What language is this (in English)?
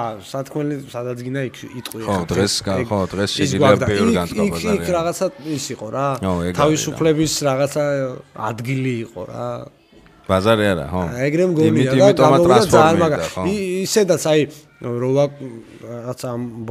Georgian